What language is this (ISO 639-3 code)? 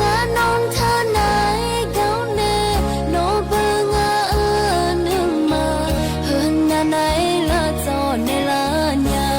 ahk